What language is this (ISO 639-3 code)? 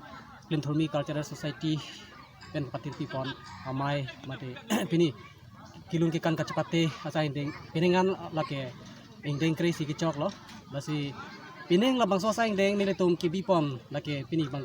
mjw